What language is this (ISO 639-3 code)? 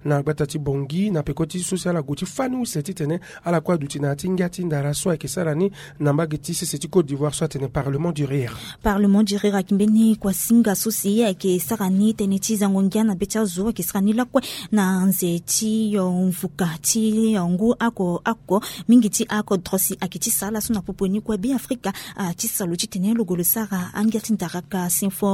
sag